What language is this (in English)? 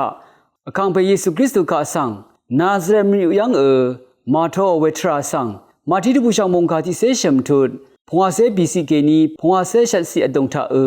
Rawang